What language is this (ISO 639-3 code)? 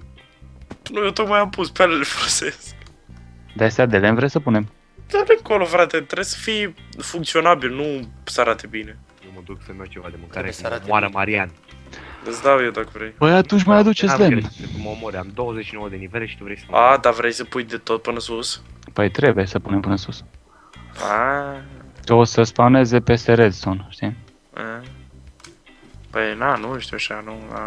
ron